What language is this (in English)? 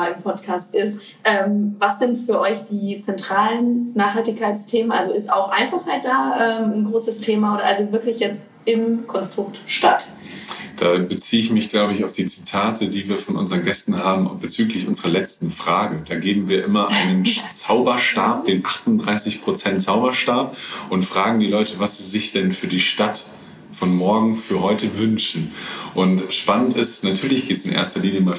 German